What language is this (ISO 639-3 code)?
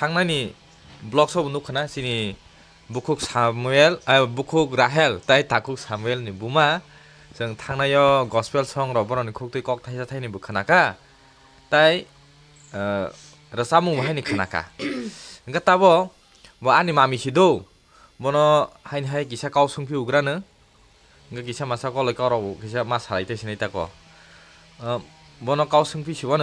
trp